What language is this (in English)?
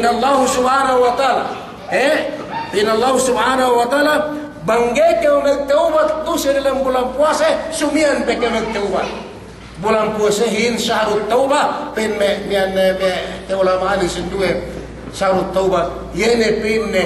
Yakan